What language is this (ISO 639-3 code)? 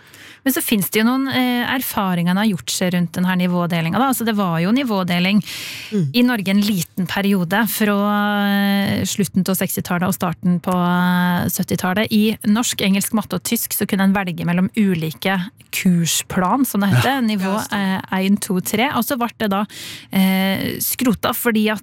nor